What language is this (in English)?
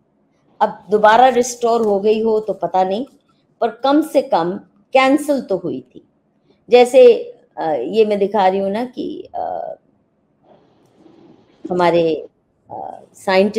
Hindi